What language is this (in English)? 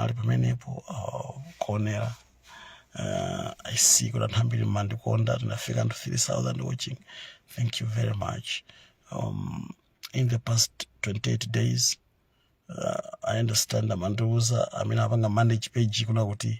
Nyanja